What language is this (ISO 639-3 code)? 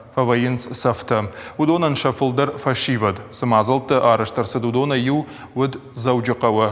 oss